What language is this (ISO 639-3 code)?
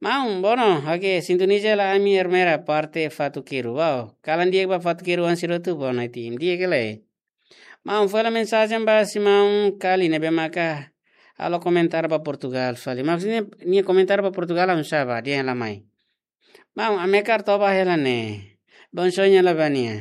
tet